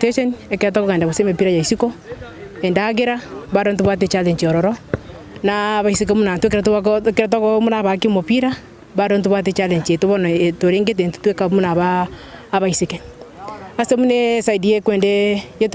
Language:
Gusii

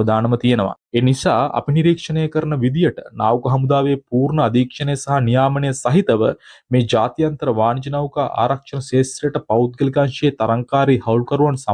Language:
Sinhala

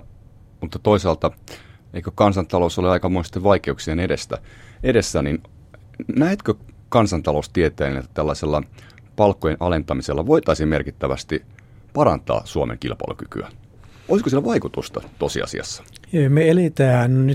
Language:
Finnish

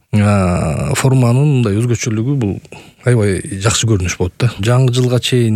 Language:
Kyrgyz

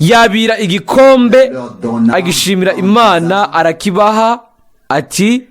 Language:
Rundi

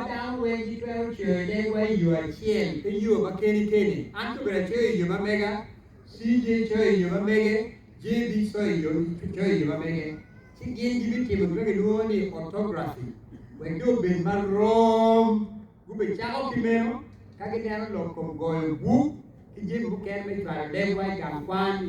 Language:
Acoli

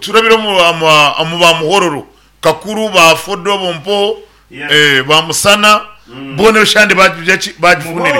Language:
Nyankole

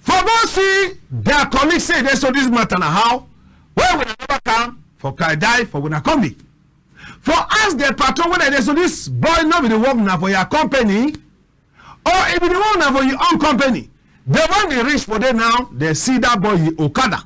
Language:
Cameroon Pidgin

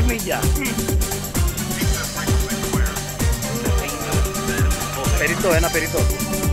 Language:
Greek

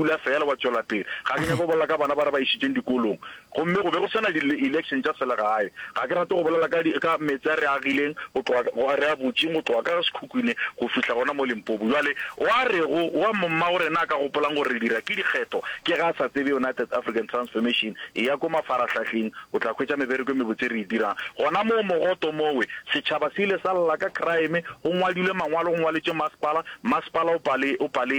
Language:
Northern Sotho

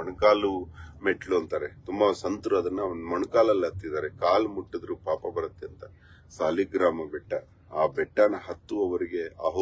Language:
Kannada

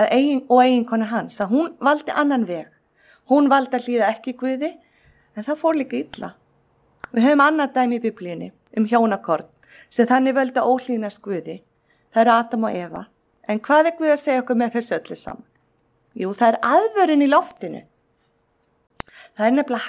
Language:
Icelandic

